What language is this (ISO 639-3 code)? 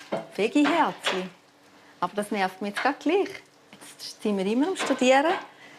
gsw